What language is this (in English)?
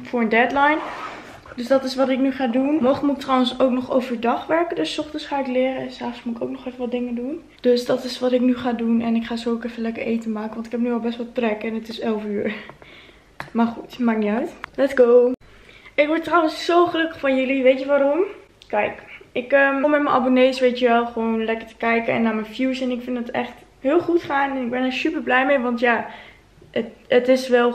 Dutch